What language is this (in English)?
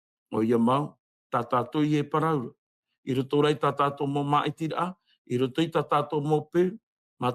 Tahitian